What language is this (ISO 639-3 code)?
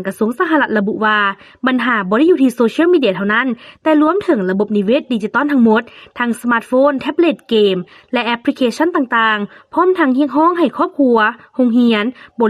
lao